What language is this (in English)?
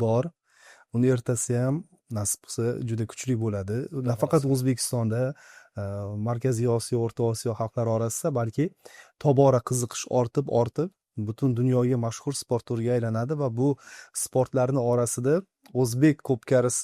Uzbek